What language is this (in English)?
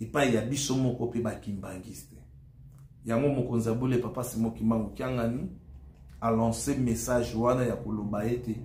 Lingala